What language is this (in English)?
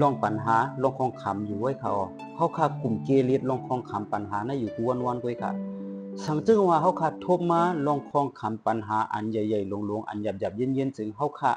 Shan